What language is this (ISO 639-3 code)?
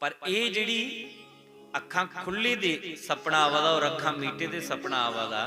doi